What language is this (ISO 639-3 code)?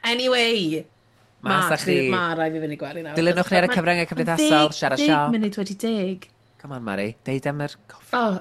cym